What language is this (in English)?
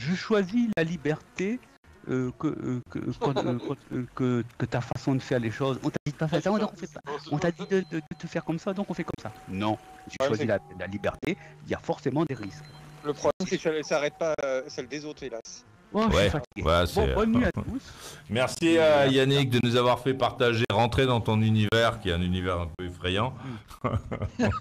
French